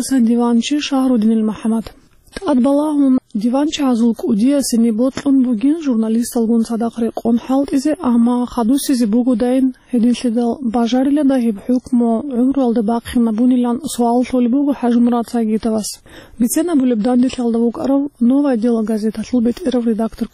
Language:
Avaric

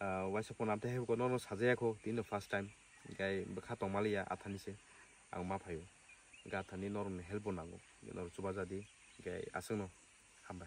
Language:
Kok Borok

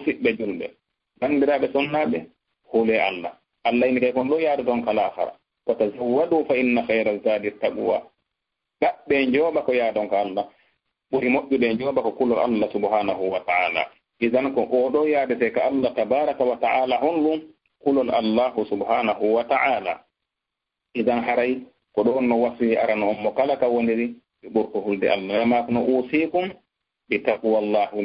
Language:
Fula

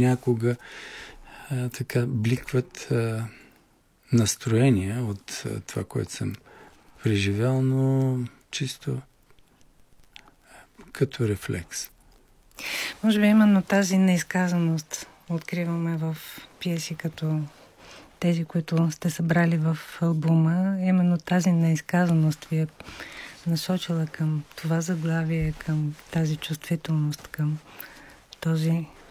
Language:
Bulgarian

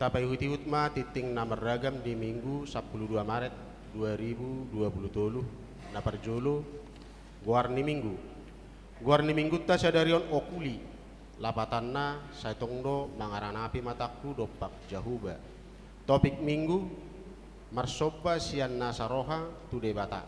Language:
Batak Toba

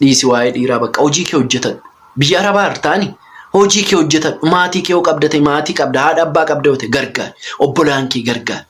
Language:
Oromo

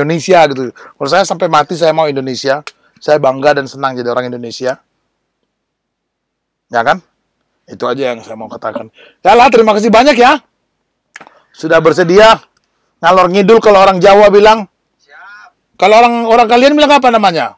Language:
Indonesian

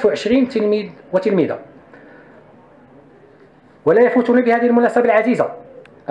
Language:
Arabic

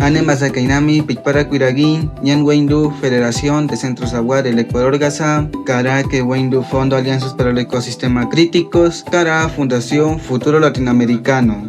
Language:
Awa-Cuaiquer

